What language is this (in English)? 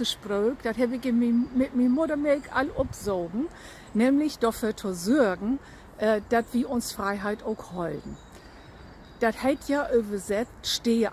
Low German